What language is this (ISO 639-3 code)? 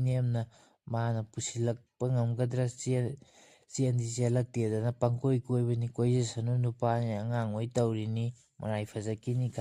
mni